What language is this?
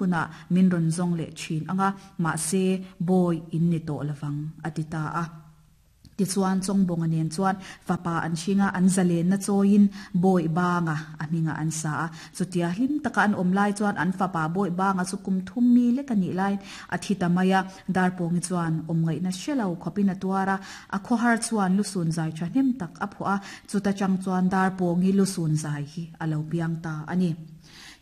Mizo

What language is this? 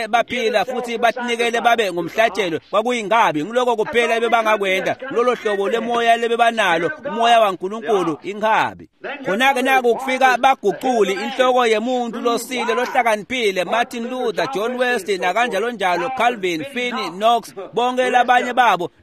Swati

